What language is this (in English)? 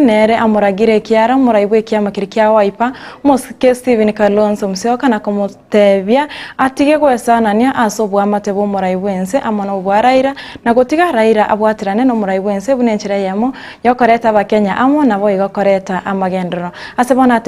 Gusii